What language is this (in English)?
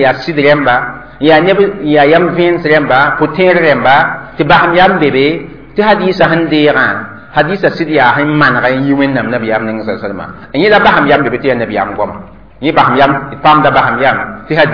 Mossi